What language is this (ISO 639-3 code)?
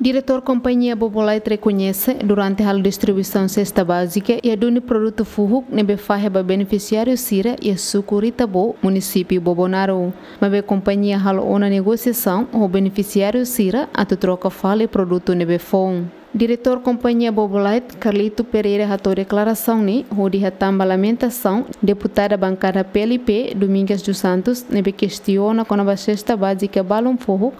tet